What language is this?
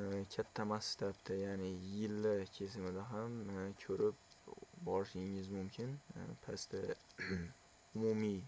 Uzbek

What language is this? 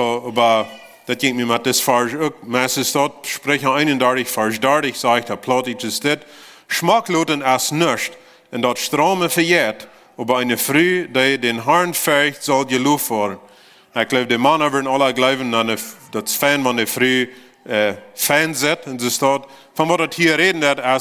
Plautdietsch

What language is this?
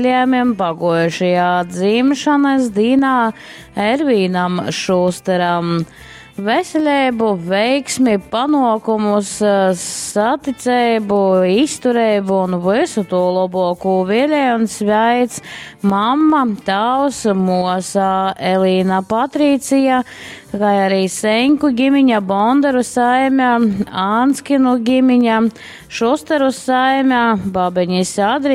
Latgalian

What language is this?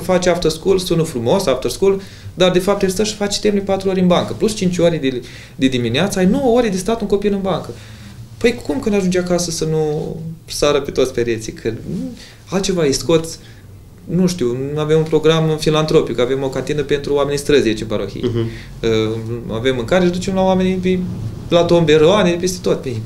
Romanian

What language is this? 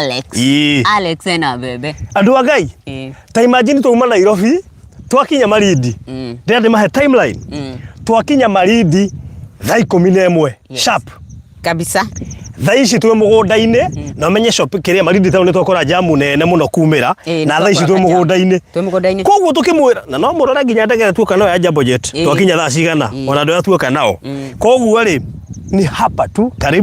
Kikuyu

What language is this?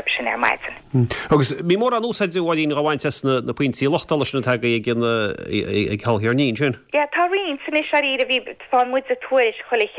Irish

